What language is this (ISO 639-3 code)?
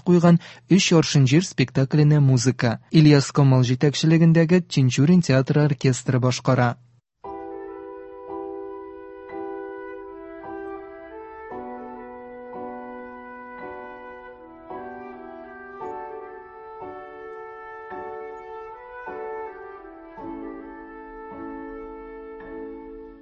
tat